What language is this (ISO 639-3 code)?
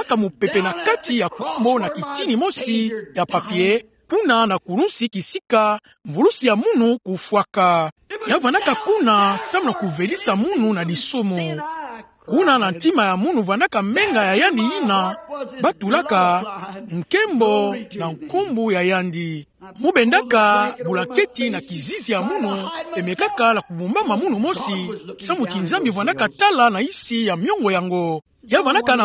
ktu